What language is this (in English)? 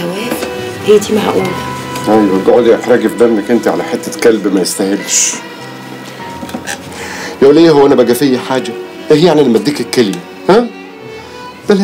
Egyptian Arabic